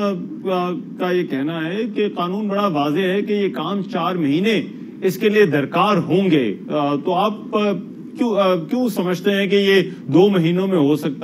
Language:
Urdu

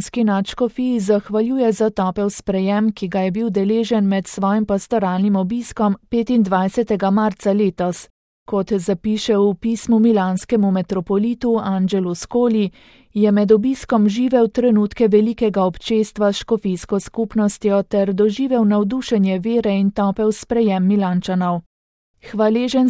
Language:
Slovenian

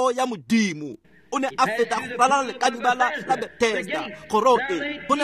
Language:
Tswana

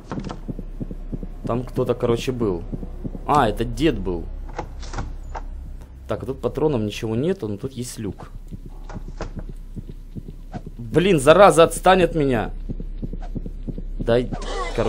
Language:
Russian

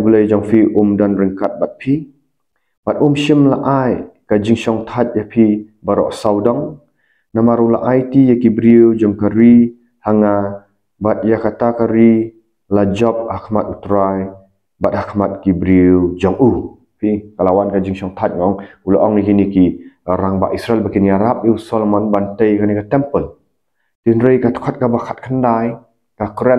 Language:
Khasi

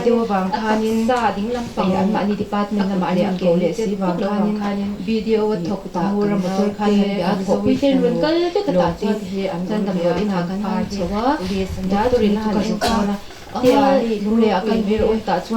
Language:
Mizo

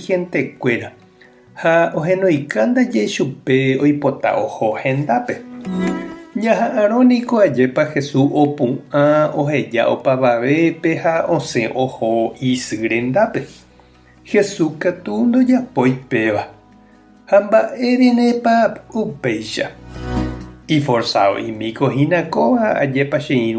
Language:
Guarani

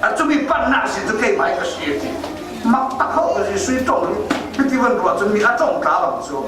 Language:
Falam Chin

